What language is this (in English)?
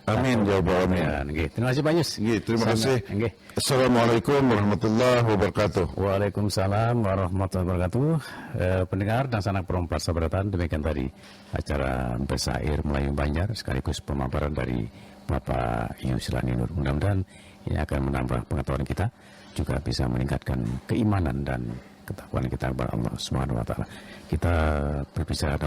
Banjar